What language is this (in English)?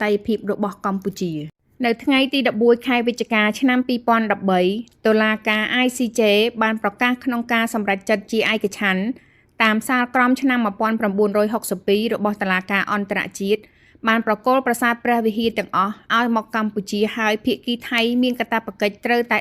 Khmer